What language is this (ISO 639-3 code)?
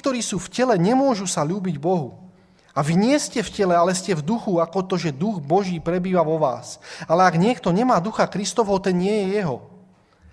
slk